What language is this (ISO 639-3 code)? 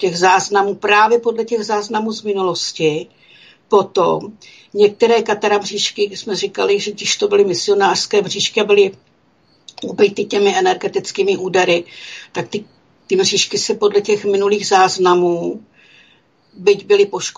ces